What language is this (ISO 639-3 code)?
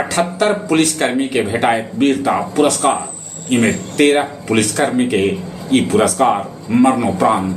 mag